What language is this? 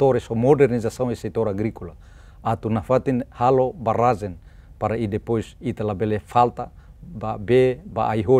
Tetum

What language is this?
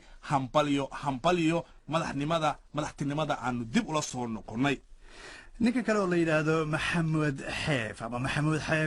Somali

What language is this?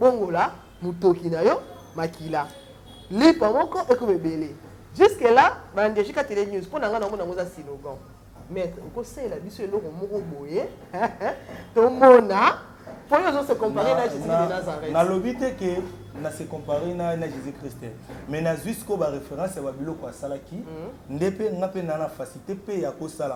Lingala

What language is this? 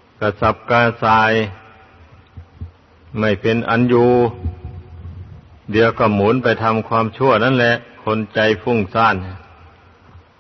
Thai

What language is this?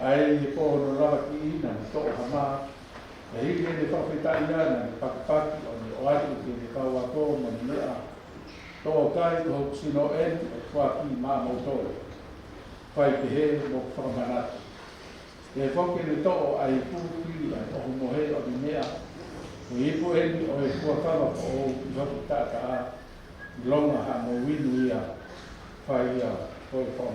Tongan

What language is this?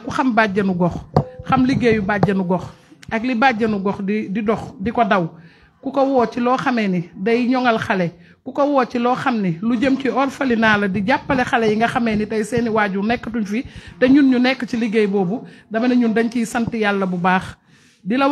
Wolof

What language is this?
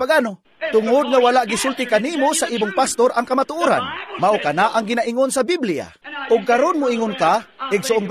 Cebuano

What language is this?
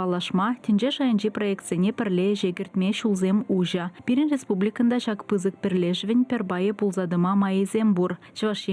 Chuvash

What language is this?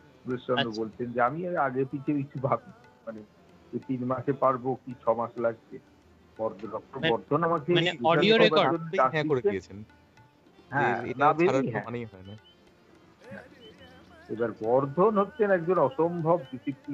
Bangla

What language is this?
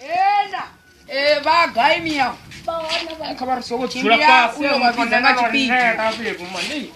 Venda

